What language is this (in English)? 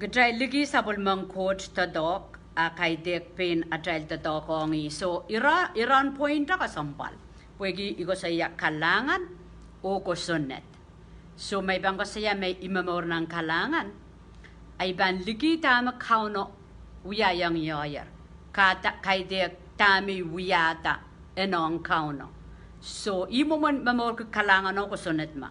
Pohnpeian